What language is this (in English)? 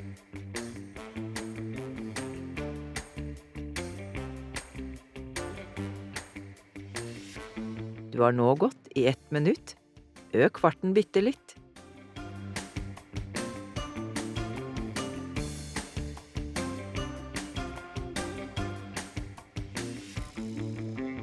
Norwegian